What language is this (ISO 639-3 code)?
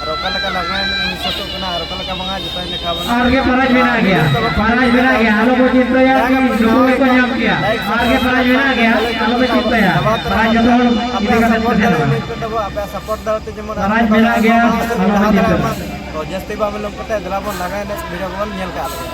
sat